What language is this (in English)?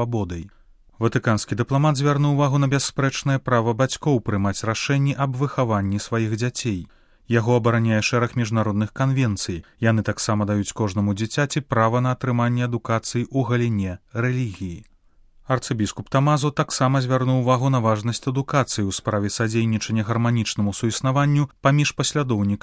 Belarusian